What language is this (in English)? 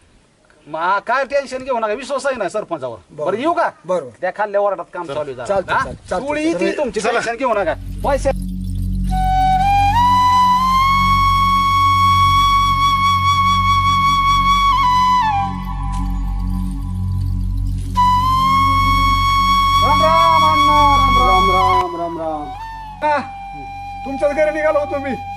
Marathi